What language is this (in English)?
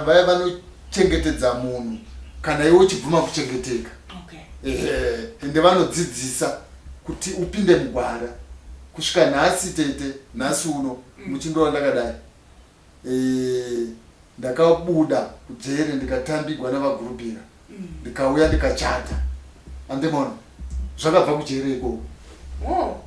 Shona